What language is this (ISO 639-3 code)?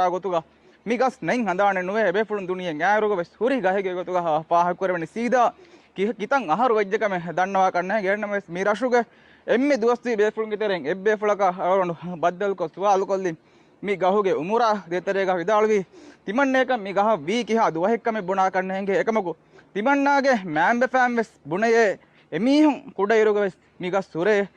div